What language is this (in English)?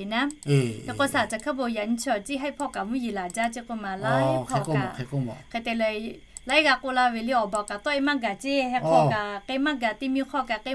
Lahu